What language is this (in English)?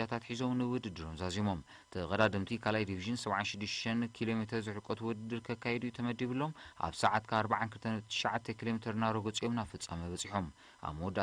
Tigrinya